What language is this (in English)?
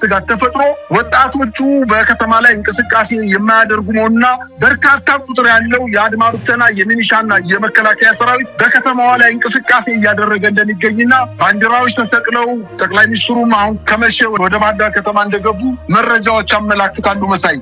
Amharic